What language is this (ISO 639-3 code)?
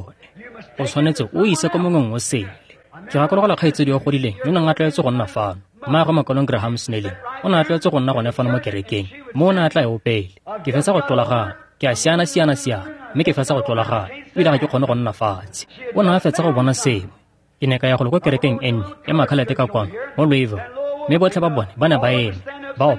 tsn